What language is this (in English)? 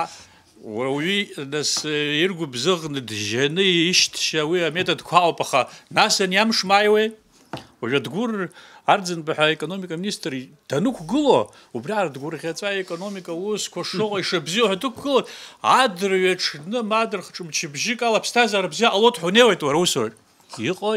Abkhazian